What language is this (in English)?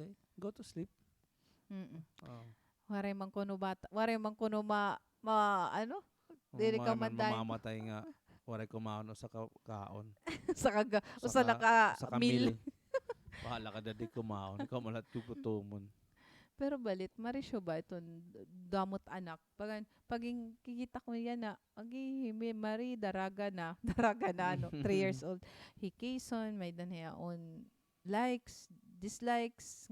Waray